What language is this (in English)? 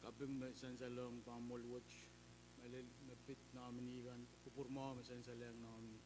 Pohnpeian